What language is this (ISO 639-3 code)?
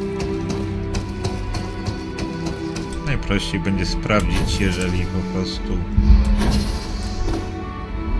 pol